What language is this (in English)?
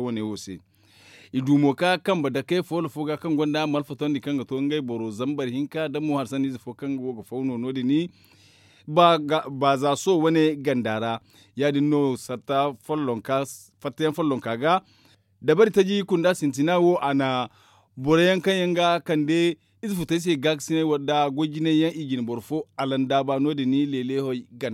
Zarma